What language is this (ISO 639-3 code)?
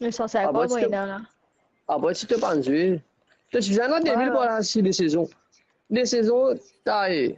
mfe